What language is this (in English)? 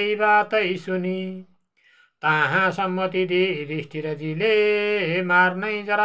Nepali